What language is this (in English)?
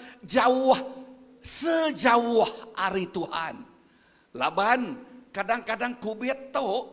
Iban